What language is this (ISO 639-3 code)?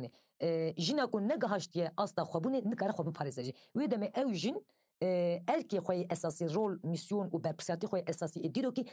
kur